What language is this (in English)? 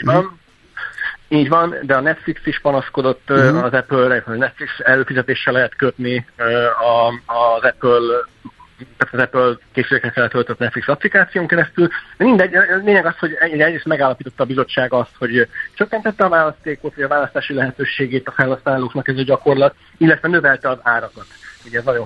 Hungarian